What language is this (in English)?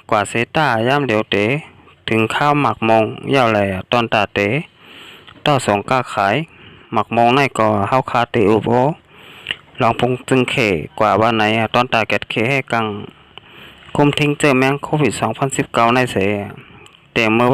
Shan